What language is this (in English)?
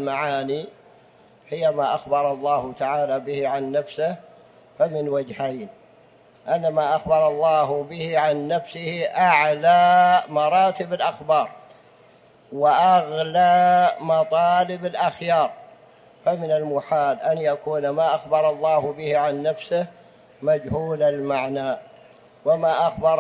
Arabic